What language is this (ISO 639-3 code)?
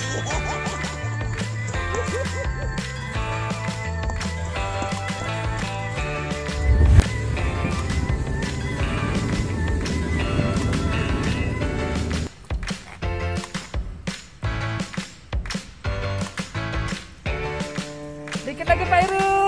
ind